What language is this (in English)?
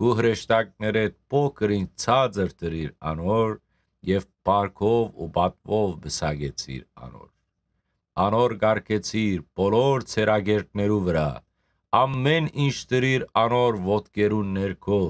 Western Armenian